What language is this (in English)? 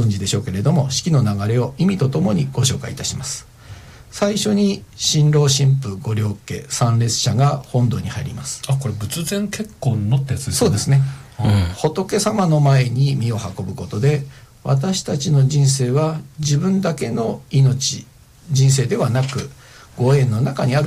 Japanese